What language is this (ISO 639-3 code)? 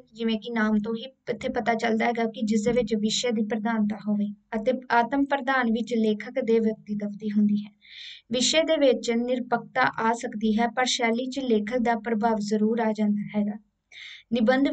pan